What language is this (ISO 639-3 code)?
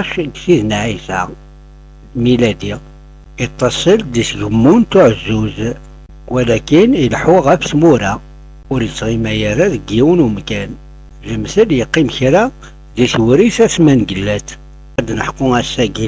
kab